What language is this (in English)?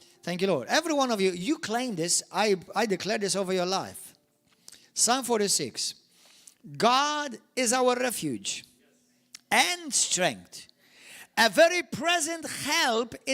English